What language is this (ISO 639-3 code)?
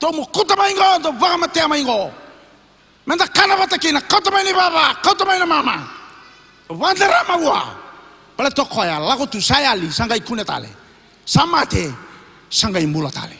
fij